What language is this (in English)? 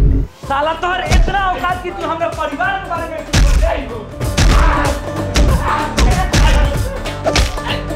Bhojpuri